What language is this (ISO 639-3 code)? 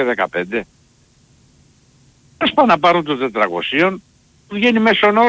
ell